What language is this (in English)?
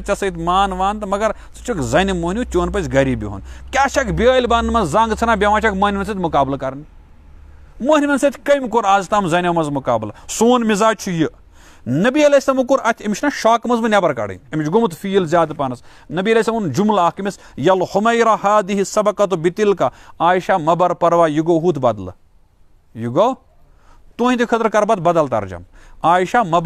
Kashmiri